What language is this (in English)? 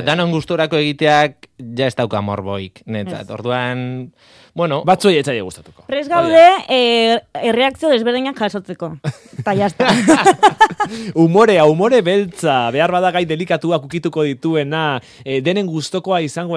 Basque